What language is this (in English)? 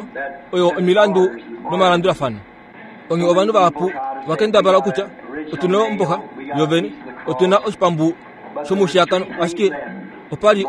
Kuanyama